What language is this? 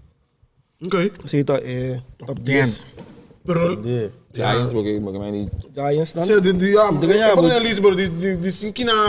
Papiamento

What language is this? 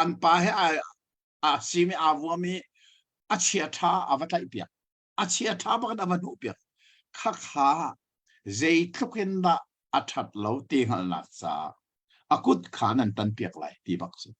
Hakha Chin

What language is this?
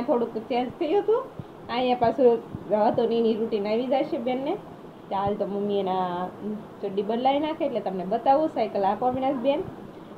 Gujarati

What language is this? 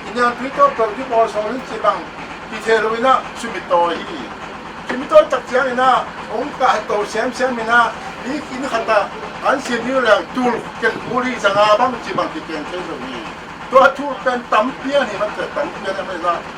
Tedim Chin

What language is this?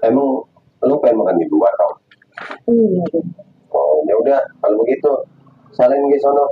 Betawi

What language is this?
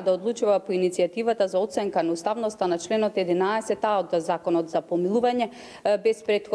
Macedonian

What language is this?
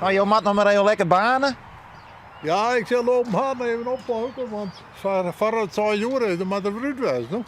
Western Frisian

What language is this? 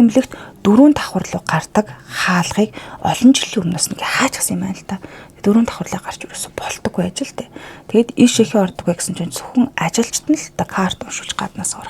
Mongolian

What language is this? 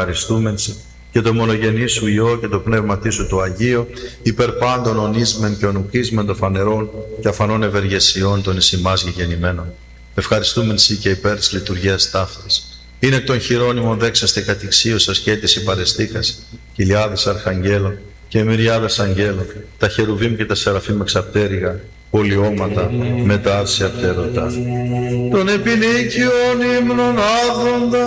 Greek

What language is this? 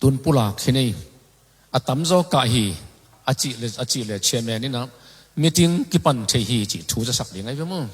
Tedim Chin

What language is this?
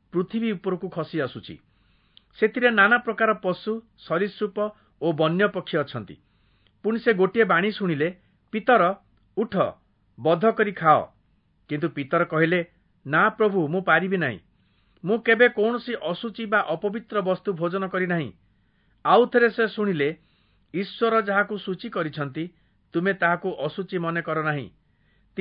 Odia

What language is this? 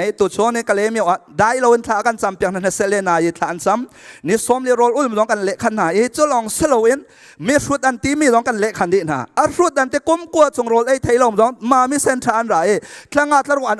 Hakha Chin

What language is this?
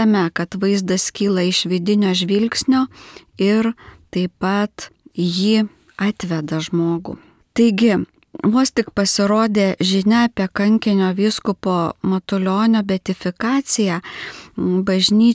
Lithuanian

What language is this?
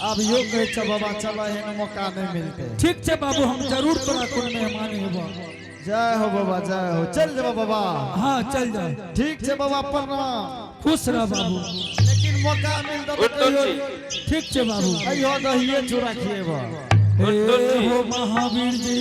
Angika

